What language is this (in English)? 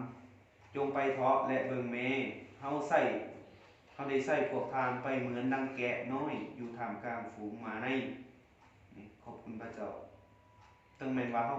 Lao